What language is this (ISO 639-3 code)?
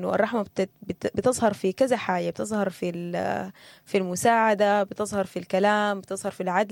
apd